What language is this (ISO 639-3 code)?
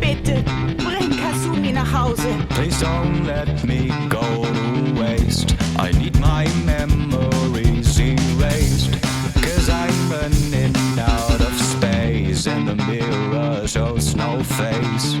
bar